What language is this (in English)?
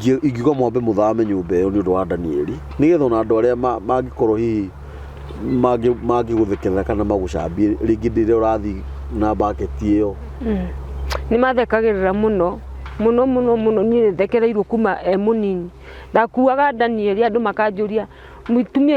Kikuyu